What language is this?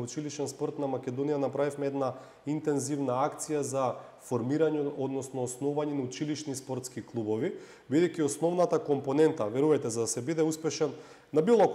Macedonian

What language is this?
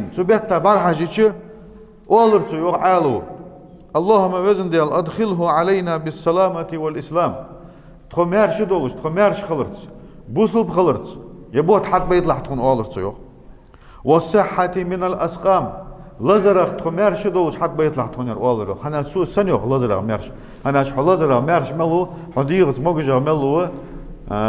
Ingush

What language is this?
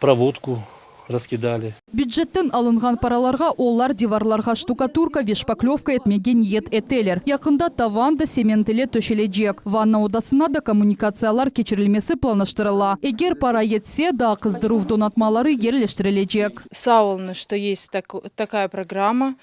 Crimean Tatar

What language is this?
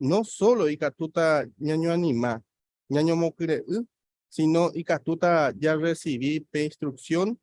Guarani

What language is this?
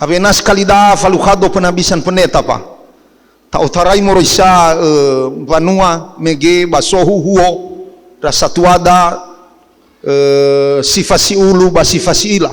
Nias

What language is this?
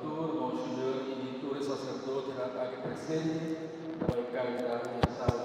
Papiamento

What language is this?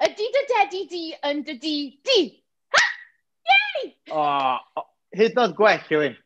Welsh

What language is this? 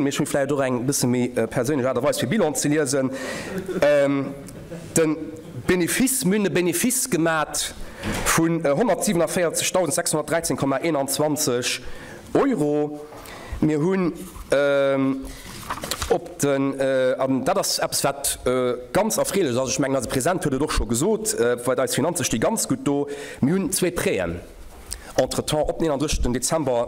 Luxembourgish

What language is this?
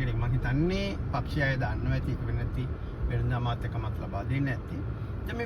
Sinhala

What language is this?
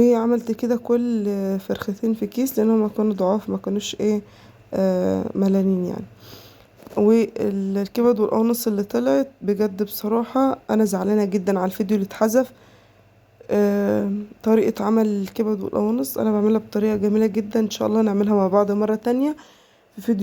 Egyptian Arabic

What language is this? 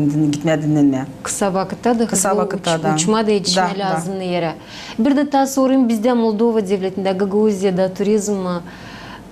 Gagauz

